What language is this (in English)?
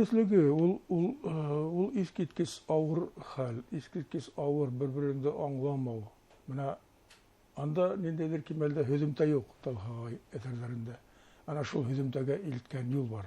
Bashkir